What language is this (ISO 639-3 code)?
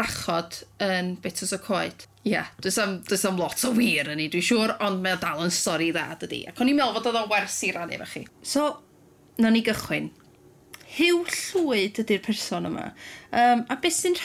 cym